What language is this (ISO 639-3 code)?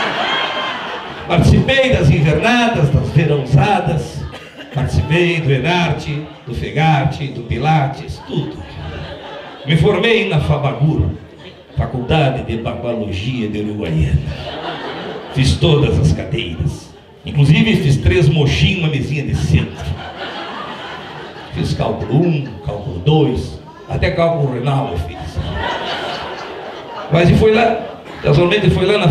por